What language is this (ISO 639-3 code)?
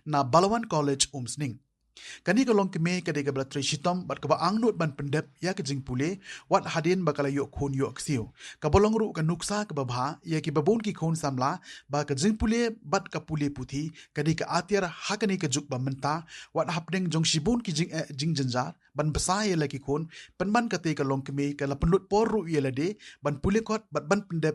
kha